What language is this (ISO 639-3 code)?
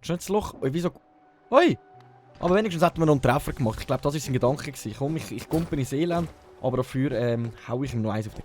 gsw